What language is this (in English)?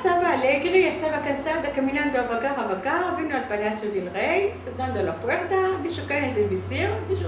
Ladino